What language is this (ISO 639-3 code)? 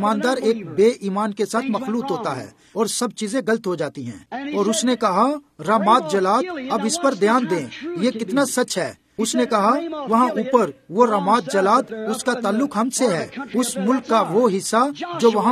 urd